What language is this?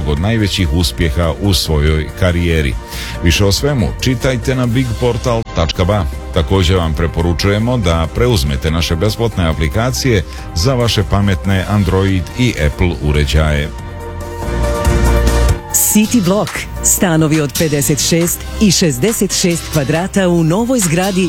Serbian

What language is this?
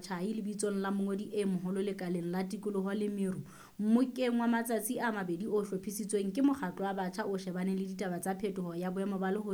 Southern Sotho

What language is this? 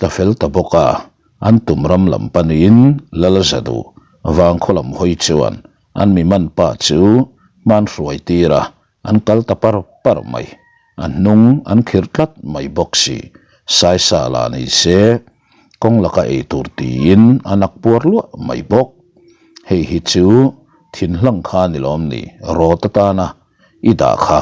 Mizo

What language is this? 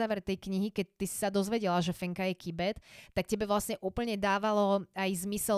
Slovak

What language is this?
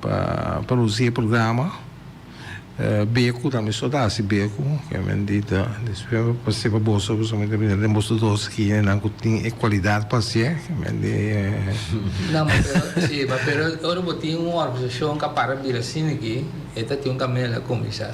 Papiamento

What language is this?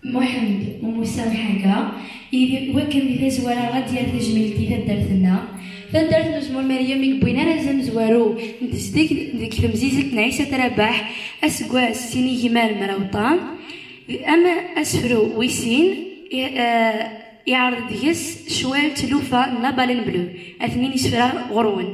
Kabyle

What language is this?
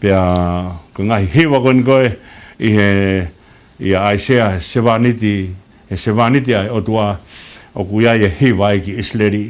Tongan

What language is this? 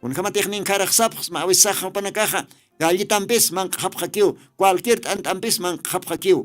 Aymara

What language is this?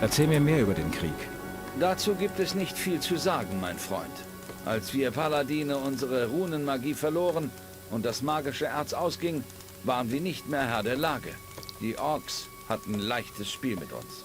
Bavarian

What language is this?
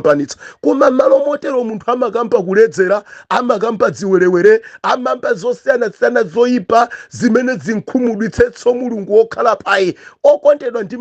Nyanja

